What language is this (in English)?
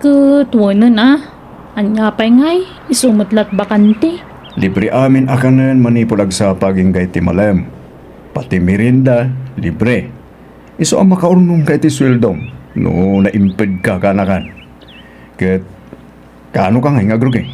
Iloko